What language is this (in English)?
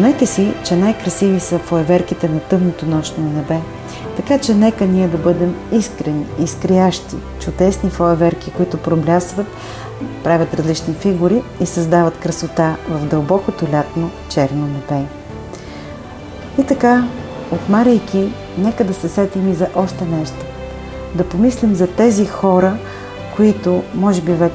Bulgarian